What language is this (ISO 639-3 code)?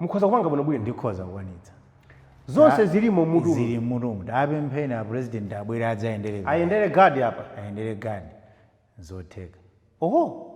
nya